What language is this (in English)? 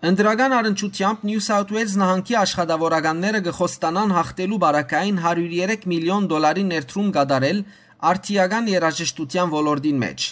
Western Armenian